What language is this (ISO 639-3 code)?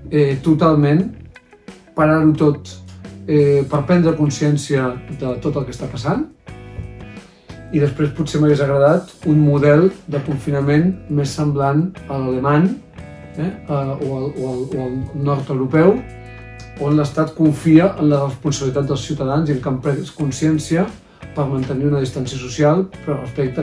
cat